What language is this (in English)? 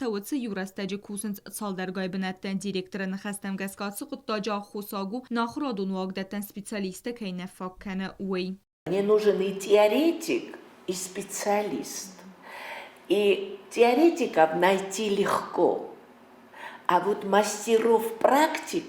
Ossetic